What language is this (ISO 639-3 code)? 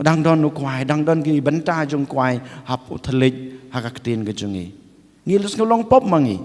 kha